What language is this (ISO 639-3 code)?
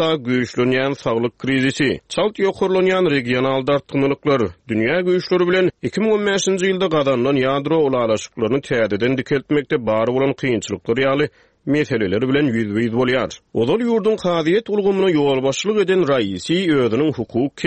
tuk